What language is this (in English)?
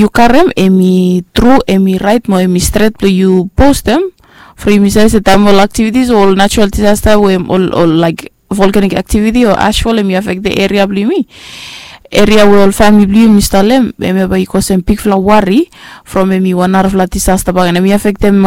Bislama